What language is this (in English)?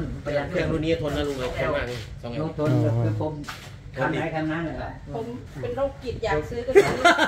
Thai